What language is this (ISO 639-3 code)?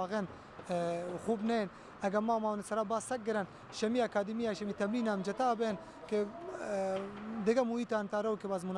bal